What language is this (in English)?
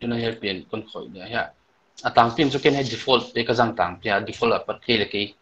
Paite Chin